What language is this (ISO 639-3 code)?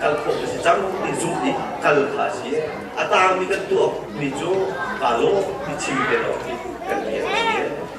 cnh